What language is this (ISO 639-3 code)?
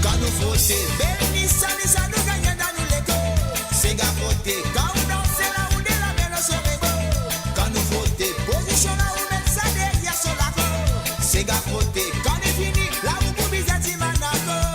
mfe